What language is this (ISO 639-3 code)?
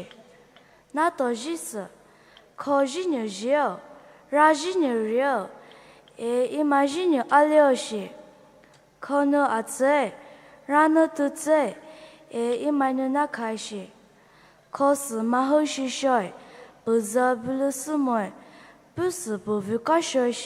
pmx